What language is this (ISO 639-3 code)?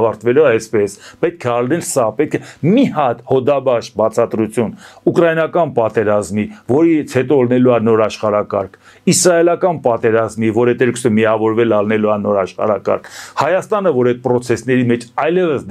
hye